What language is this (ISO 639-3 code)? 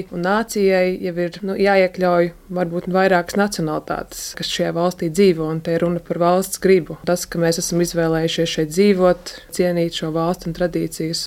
lav